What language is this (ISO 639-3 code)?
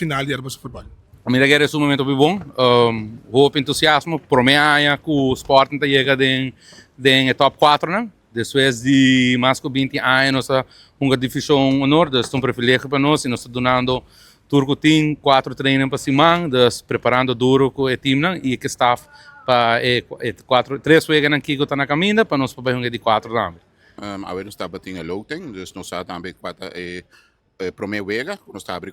pap